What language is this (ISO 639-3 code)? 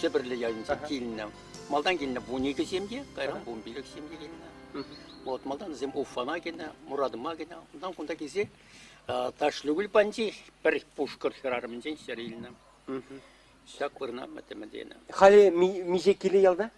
chv